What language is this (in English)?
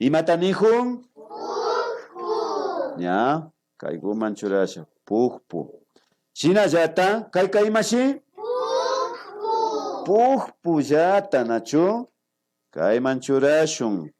Imbabura Highland Quichua